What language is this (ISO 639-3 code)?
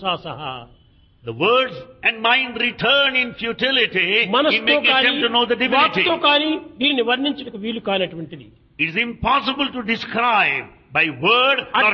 tel